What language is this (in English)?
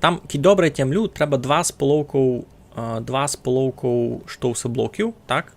Rusyn